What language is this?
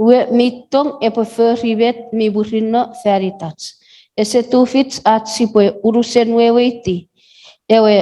Chuukese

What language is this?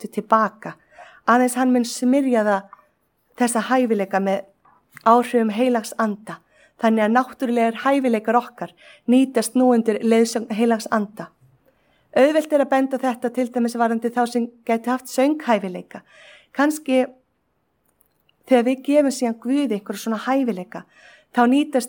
Icelandic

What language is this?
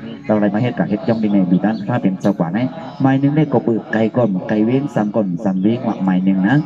Shan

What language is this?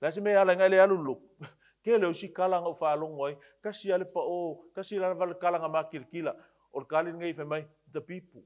Samoan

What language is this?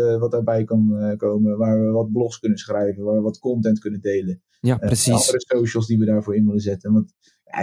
Dutch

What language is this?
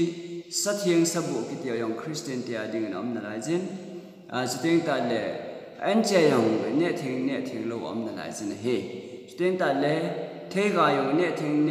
Thado Chin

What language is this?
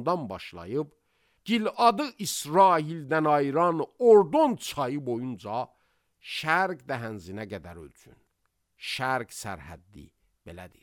Azerbaijani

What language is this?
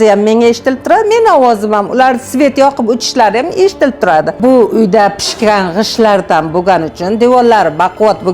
Uzbek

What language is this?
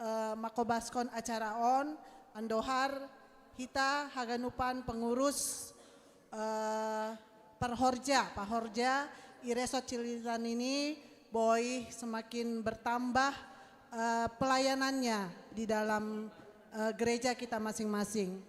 Batak Simalungun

